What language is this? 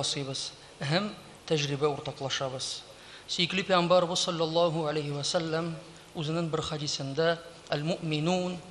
Tatar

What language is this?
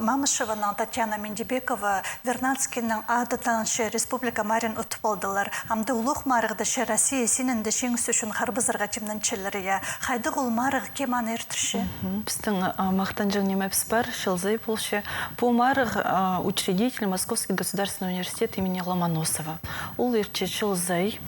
Khakas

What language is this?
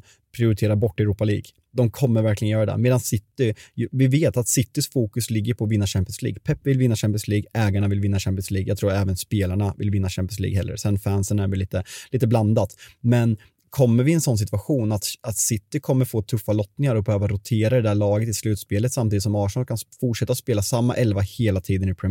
Swedish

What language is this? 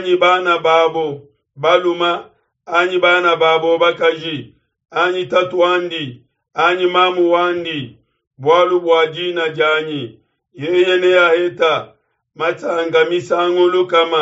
Luba-Lulua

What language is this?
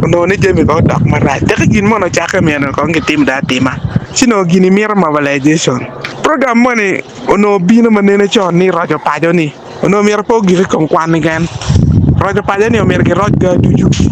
Acoli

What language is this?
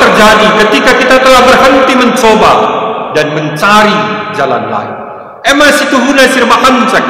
Batak Karo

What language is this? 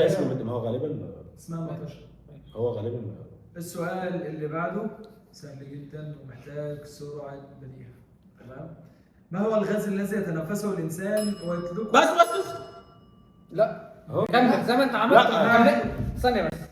Egyptian Arabic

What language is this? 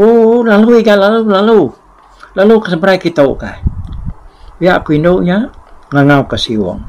Iban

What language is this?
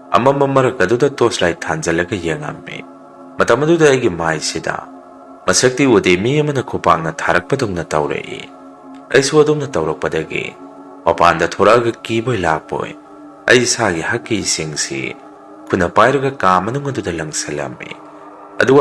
Manipuri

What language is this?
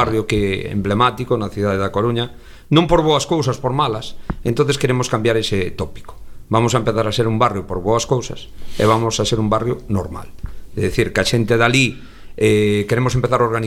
Galician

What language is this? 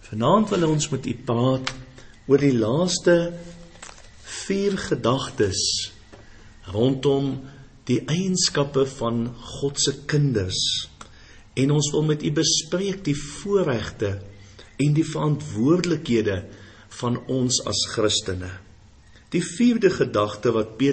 Afrikaans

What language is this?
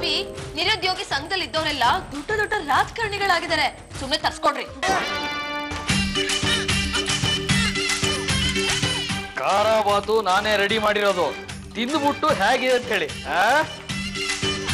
Kannada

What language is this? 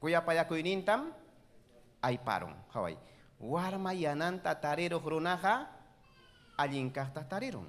Ayacucho Quechua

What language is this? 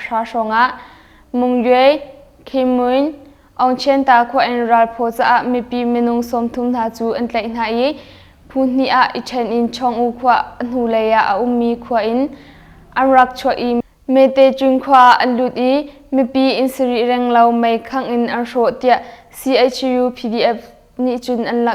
Hakha Chin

